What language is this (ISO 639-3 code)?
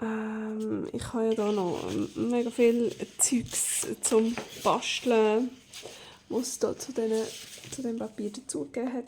gsw